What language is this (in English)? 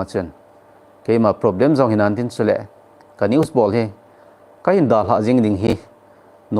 Thado Chin